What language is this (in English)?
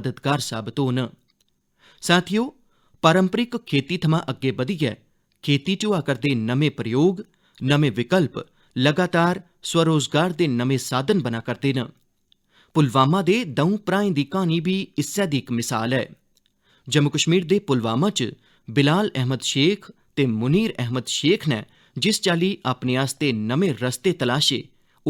Dogri